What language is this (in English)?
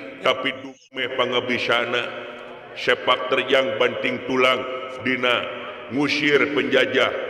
Sundanese